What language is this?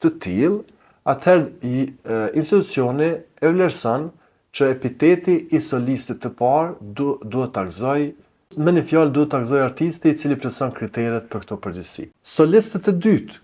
Albanian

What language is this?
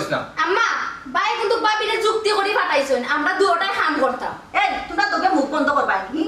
Sylheti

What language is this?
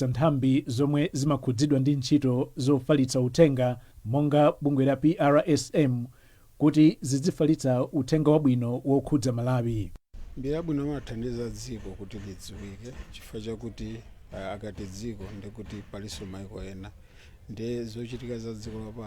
Nyanja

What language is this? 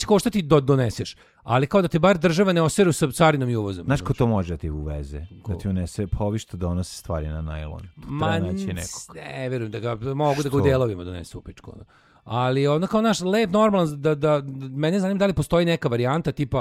Serbian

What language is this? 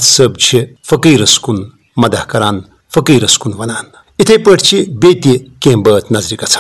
Kashmiri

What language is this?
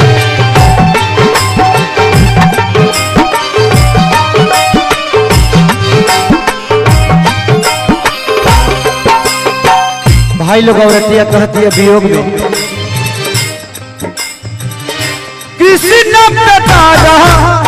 Bhojpuri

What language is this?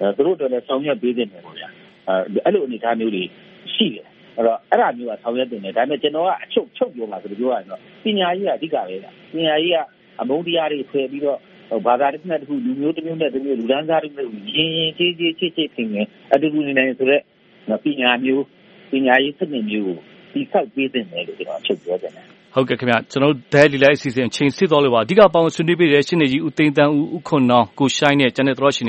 Burmese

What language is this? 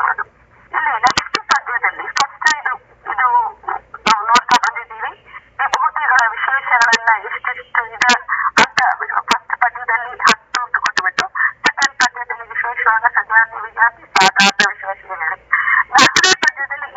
Kannada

